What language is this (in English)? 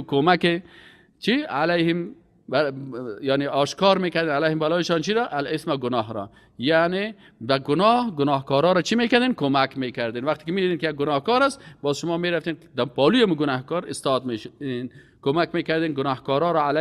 Persian